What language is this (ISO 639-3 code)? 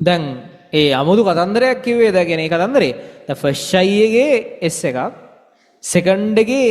sin